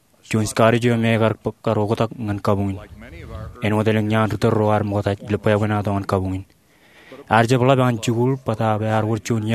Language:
Marshallese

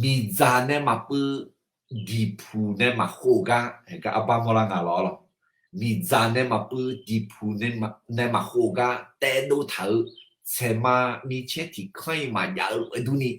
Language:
Akha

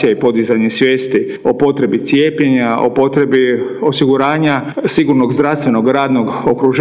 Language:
Croatian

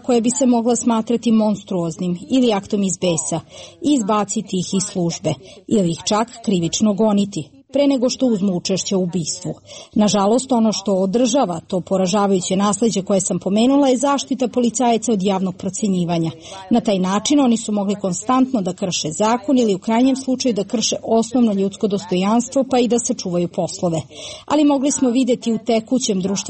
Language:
Serbian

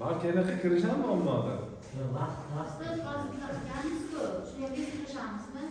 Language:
Uzbek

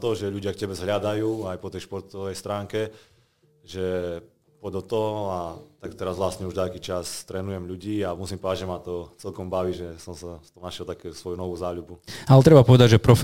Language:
Slovak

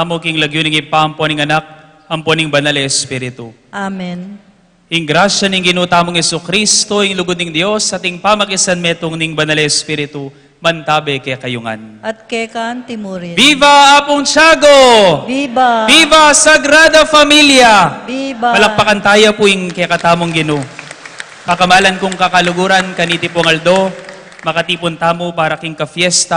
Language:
Pampanga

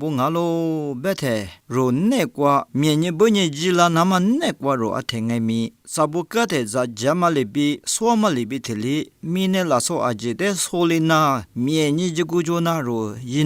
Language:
Lisu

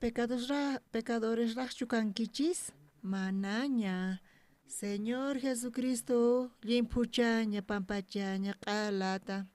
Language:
South Bolivian Quechua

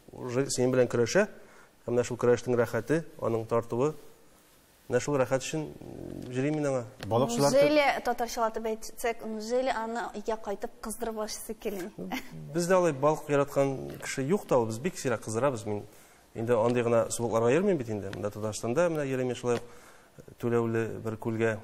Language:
Tatar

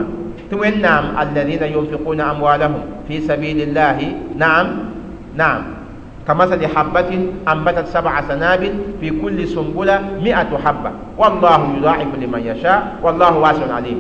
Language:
Mossi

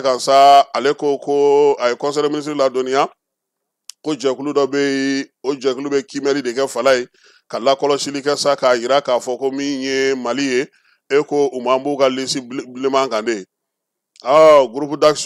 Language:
Bambara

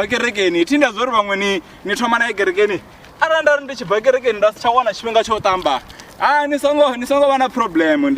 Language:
Venda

